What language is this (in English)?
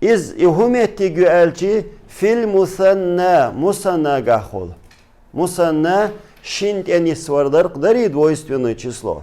Chechen